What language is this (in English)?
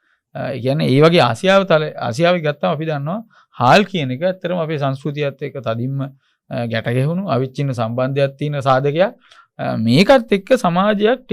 Sinhala